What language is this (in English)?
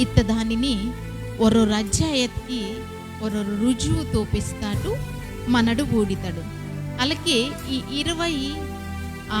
Koya